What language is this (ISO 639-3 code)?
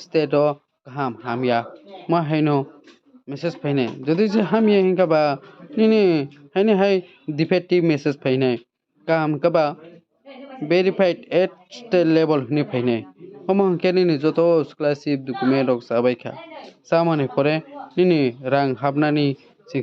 trp